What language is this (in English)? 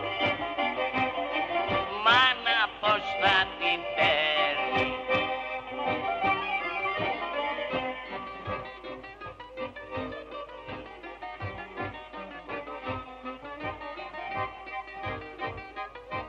Greek